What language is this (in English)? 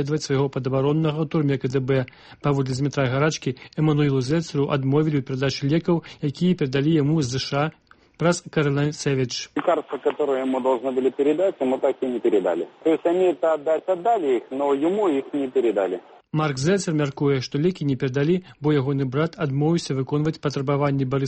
Belarusian